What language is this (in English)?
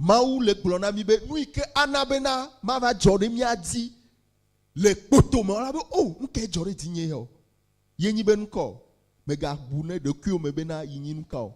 Ewe